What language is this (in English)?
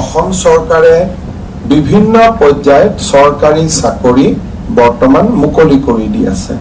Assamese